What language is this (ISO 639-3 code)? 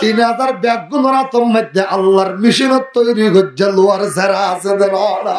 rhg